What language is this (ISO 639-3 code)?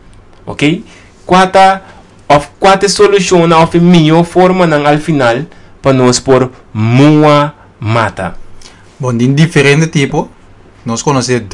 pap